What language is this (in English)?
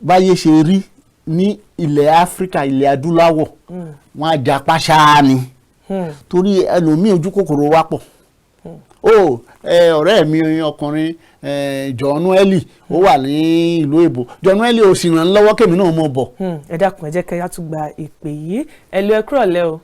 Yoruba